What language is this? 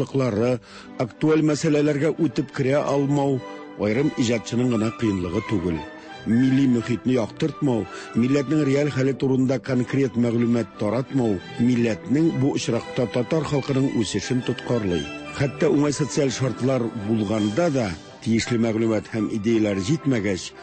Tatar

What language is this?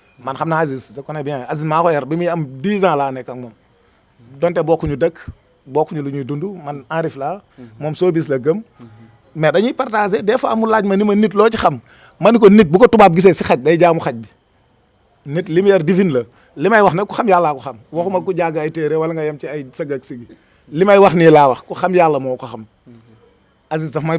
Wolof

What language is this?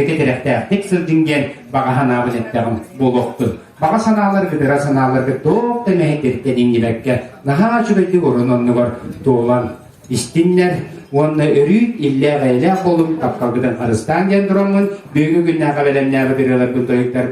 Yakut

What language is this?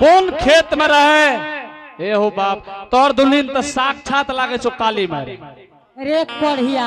Angika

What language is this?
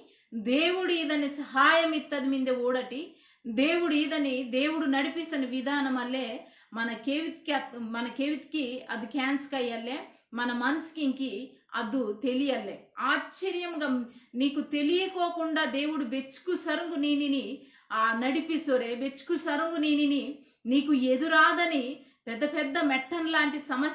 Koya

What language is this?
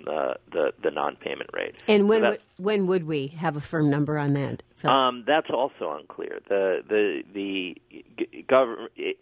English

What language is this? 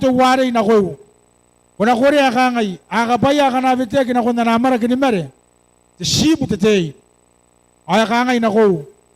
Gilbertese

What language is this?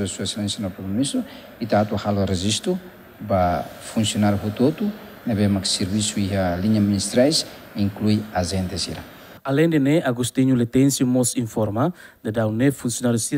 Tetum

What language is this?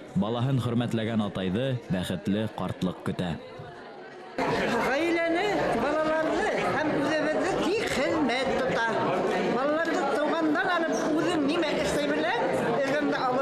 Bashkir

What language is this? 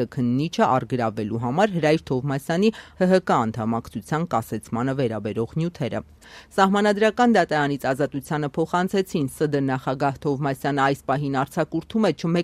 Armenian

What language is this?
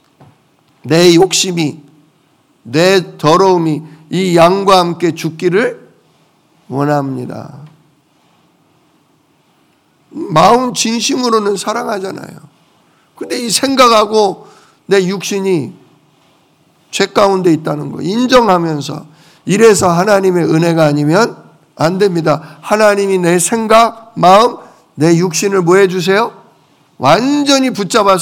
Korean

